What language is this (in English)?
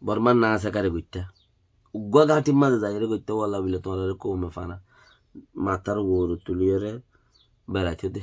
Rohingya